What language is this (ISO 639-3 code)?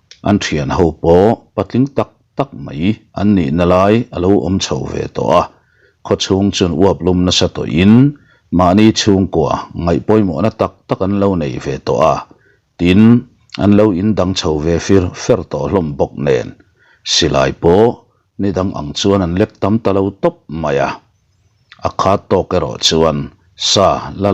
lus